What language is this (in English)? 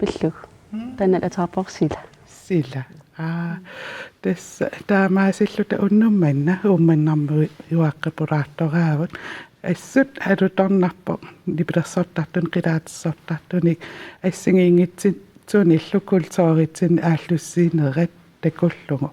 Kalaallisut